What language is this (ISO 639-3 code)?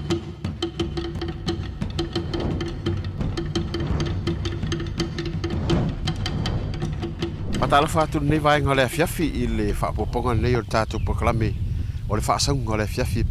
smo